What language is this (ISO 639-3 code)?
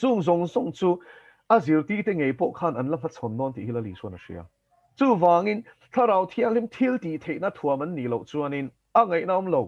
lus